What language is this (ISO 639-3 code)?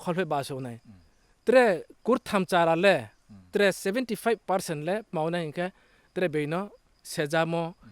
ria